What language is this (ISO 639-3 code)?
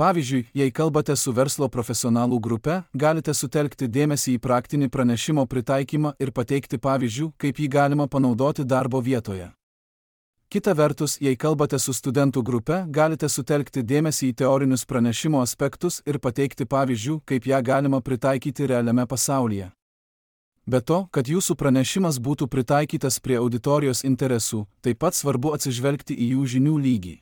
lit